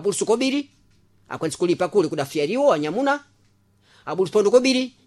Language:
Sena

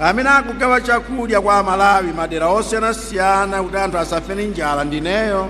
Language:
Nyanja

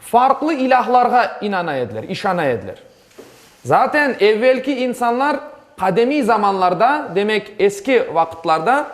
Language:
Crimean Tatar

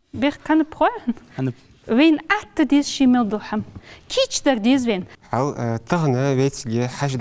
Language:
Ingush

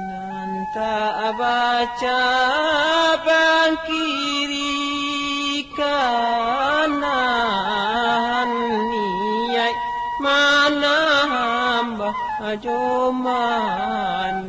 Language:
Minangkabau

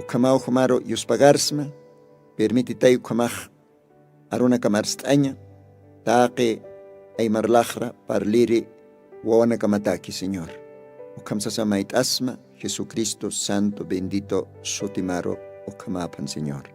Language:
Aymara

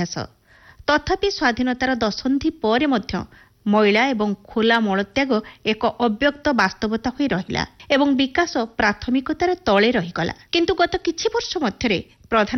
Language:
Odia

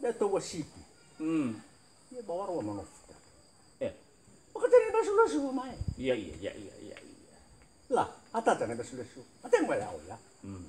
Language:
Nias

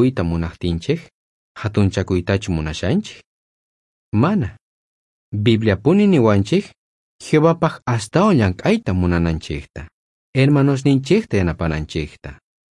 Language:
South Bolivian Quechua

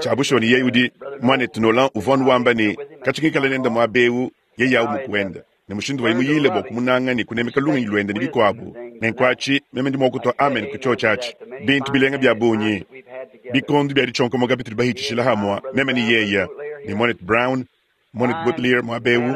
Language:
Luba-Lulua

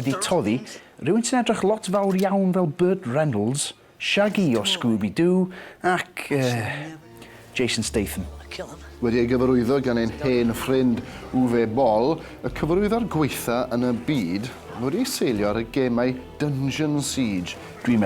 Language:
Welsh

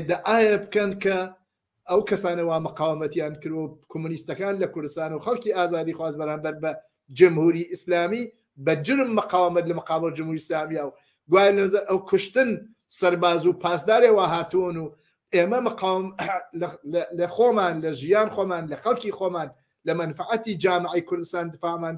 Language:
Central Kurdish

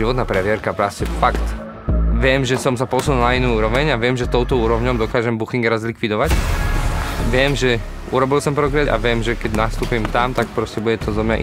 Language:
Slovak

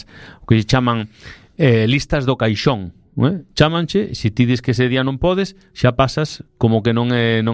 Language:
Galician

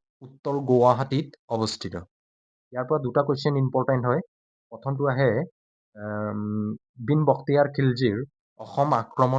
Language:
Assamese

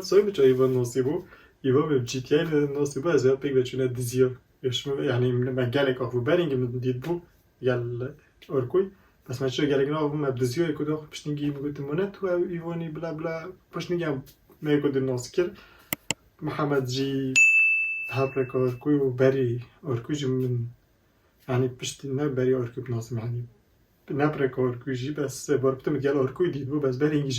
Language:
Kurdish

